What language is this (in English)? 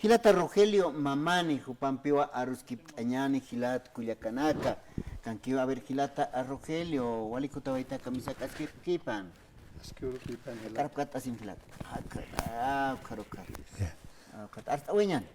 Aymara